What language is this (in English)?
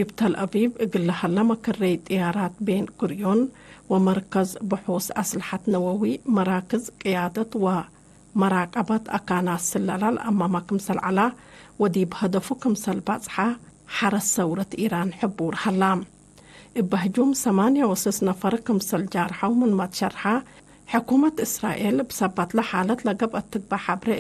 Tigre